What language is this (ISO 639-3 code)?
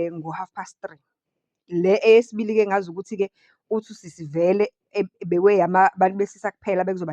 zul